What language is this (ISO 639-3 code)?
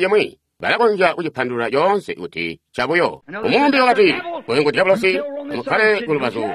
toi